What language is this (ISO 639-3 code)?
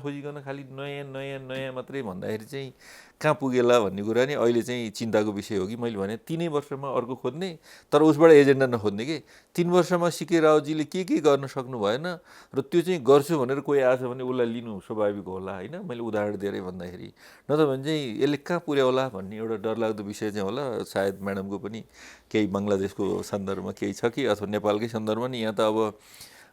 nep